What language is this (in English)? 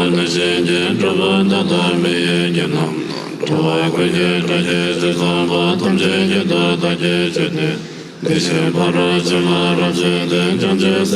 Tibetan